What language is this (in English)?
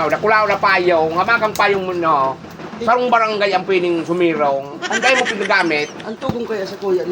Bikol